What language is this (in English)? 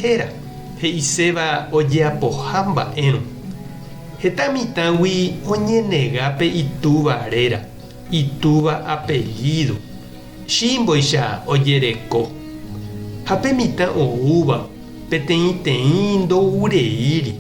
Guarani